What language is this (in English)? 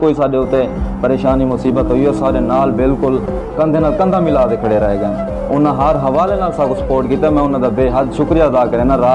Saraiki